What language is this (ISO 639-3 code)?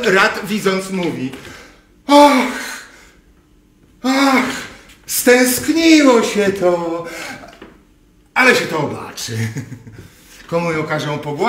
pol